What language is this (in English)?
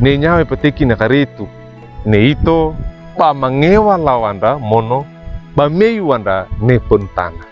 Wejewa